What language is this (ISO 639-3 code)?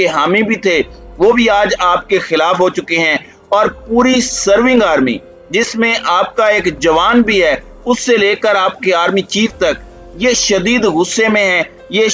urd